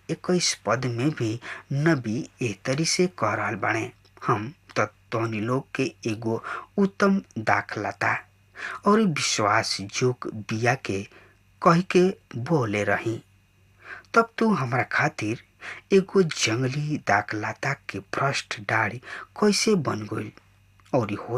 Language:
Bhojpuri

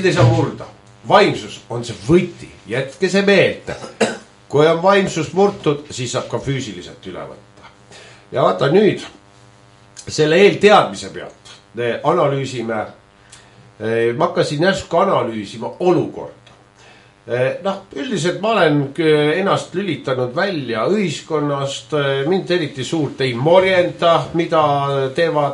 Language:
Estonian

